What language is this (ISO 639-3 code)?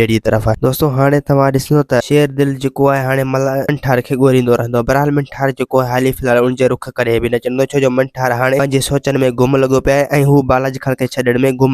snd